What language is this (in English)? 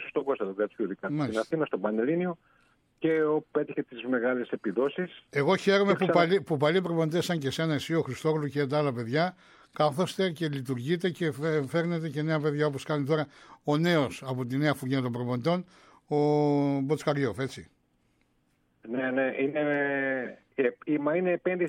Greek